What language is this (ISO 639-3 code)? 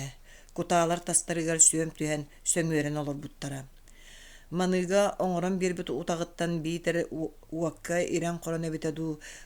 sah